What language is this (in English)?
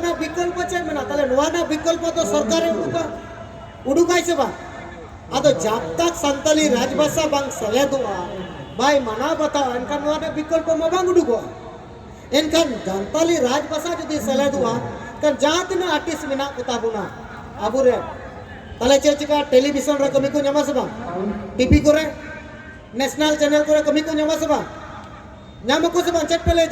Santali